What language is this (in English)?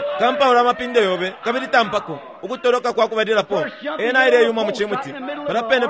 Bemba